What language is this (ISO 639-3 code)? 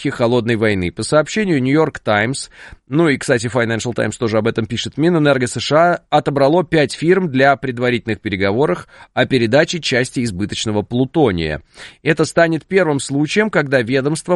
rus